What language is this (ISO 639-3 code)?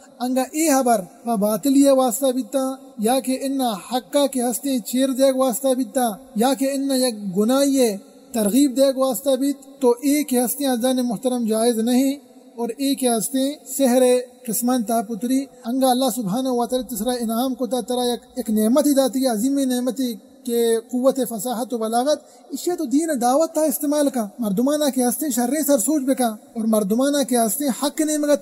bal